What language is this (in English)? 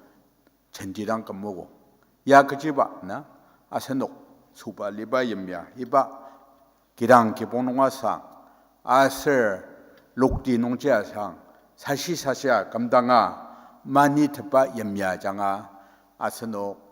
Ao Naga